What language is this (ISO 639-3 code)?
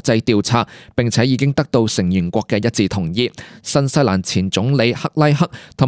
yue